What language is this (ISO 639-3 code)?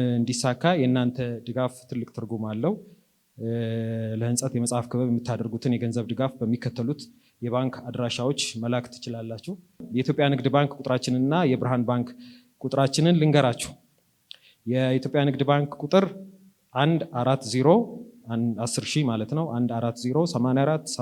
amh